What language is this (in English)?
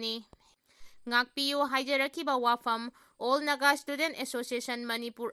Manipuri